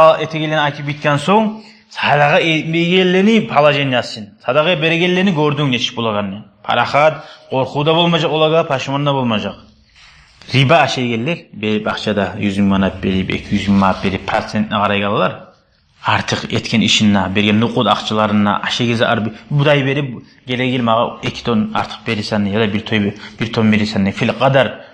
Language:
Kumyk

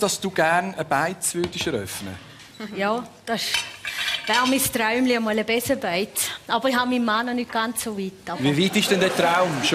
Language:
Swiss German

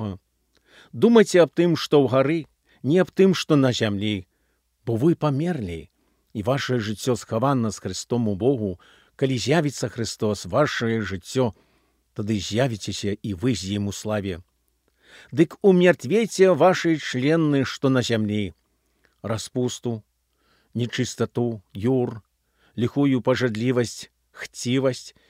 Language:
Belarusian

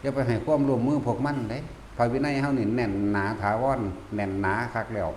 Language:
Northeastern Thai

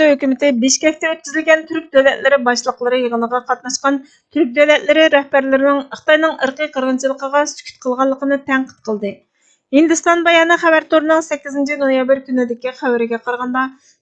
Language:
Uyghur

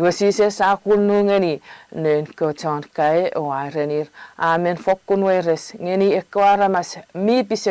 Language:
Chuukese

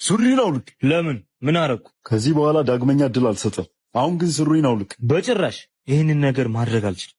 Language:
Amharic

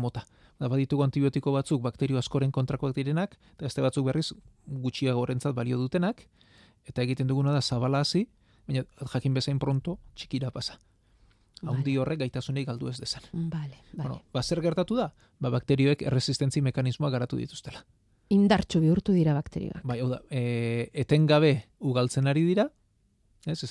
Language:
Basque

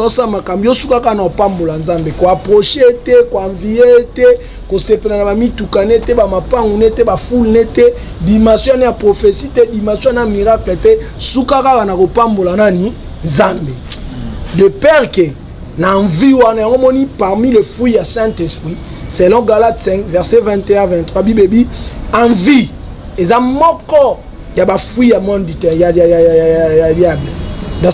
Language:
Lingala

